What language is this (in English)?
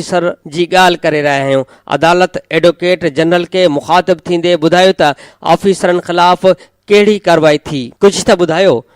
Sindhi